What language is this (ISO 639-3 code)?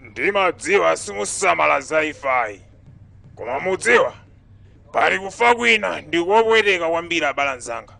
nya